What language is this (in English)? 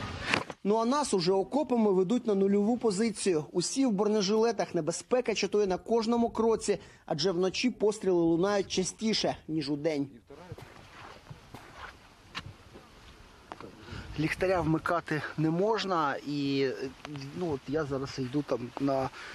Ukrainian